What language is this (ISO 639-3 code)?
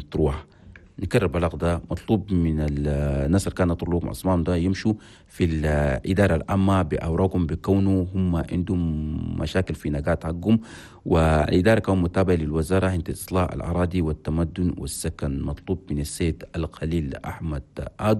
shu